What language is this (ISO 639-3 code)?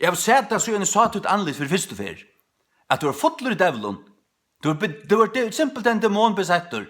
fao